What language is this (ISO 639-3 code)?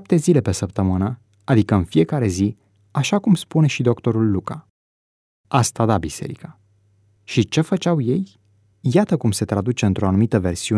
ron